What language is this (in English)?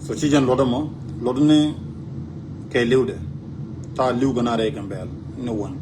Nuer